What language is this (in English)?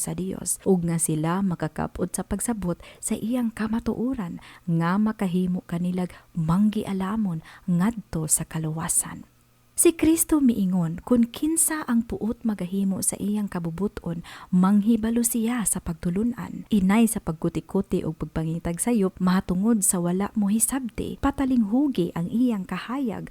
Cebuano